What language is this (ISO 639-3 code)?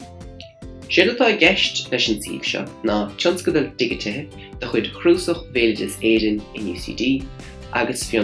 gle